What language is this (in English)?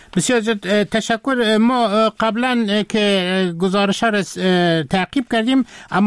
Persian